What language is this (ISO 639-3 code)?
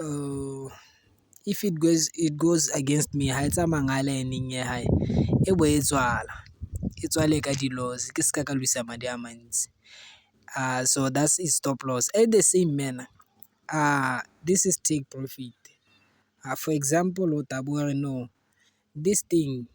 tsn